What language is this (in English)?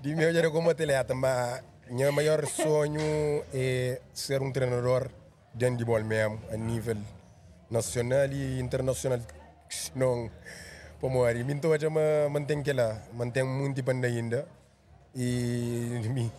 Kabuverdianu